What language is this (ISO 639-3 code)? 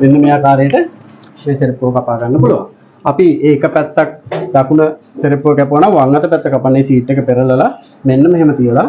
sin